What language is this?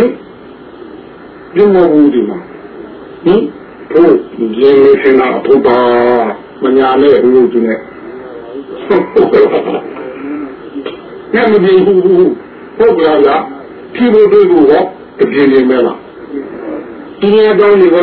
Burmese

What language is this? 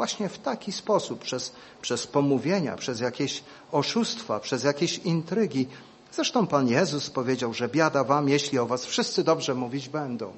Polish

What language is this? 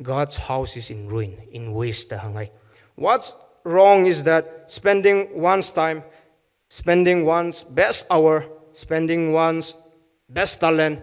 Tangkhul Naga (India)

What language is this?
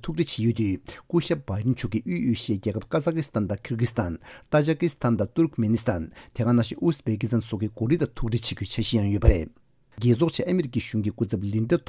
Tibetan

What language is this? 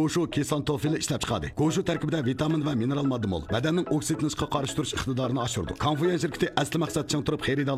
Uyghur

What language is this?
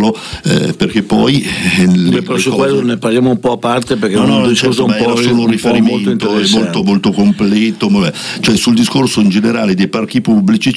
Italian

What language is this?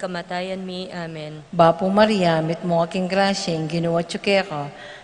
Pampanga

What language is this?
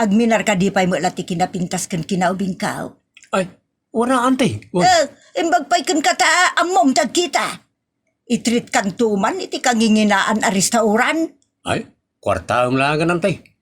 Iloko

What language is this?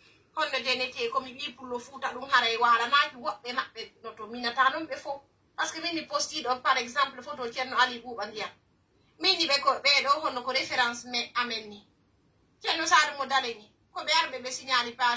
Pular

